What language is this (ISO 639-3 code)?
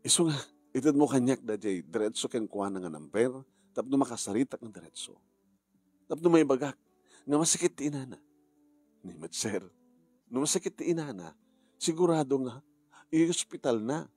ilo